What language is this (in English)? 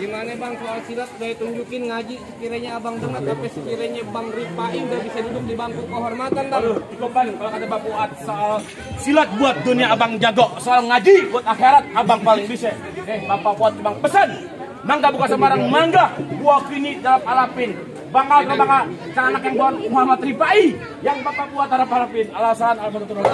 Betawi